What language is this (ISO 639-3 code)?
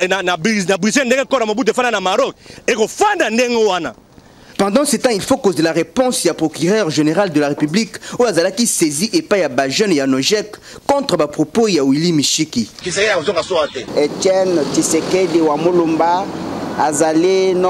lin